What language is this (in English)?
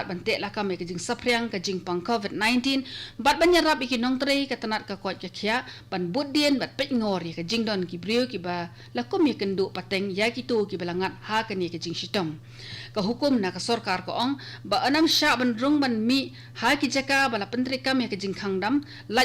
Khasi